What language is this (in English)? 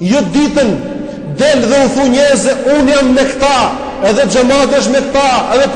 Albanian